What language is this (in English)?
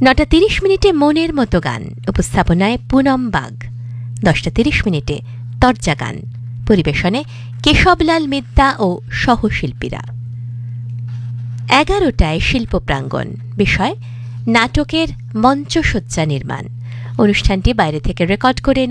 Bangla